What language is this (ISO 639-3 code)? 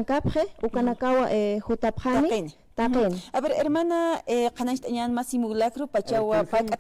aym